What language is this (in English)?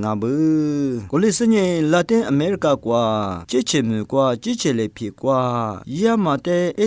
Lisu